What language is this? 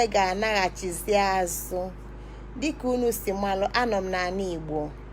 Igbo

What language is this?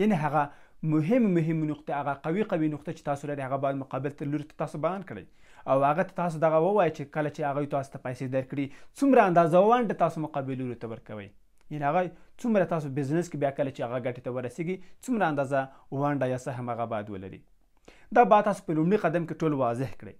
Pashto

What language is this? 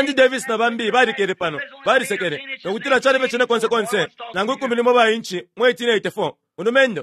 Bemba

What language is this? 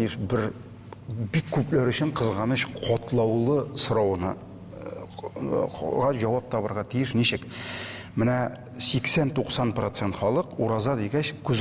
Tatar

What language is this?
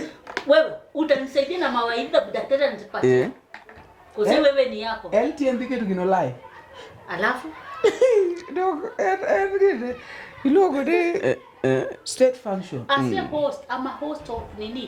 Luo (Kenya and Tanzania)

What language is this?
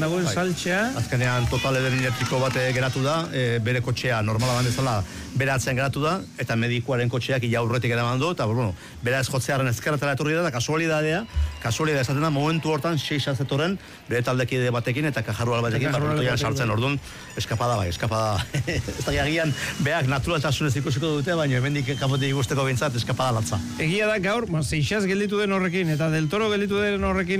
Basque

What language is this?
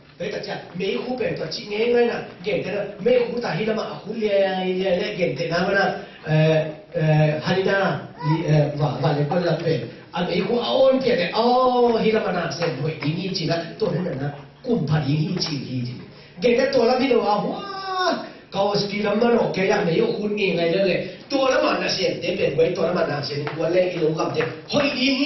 Tedim Chin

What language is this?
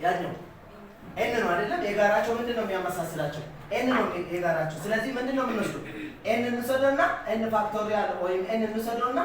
Amharic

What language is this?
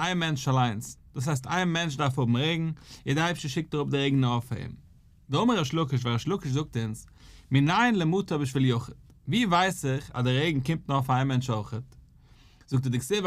Yiddish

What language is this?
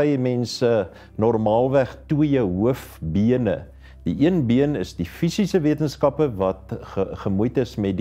Afrikaans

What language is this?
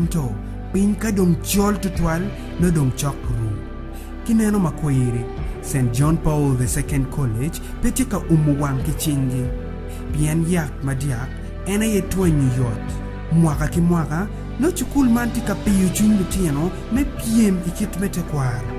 Acoli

